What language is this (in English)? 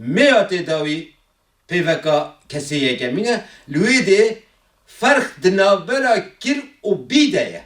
Kurdish